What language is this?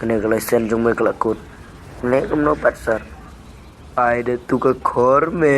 Khasi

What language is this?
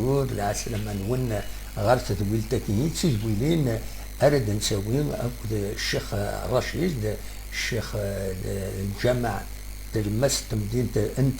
Kabyle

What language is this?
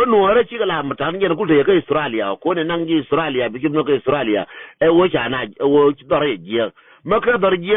Nuer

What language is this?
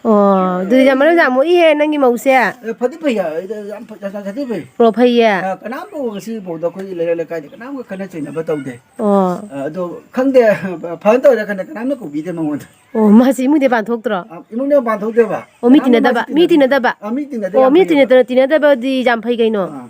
Manipuri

